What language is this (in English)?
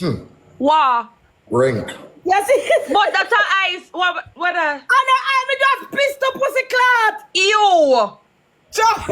Jamaican Creole English